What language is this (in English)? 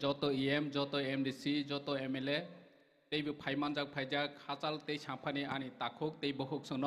Kok Borok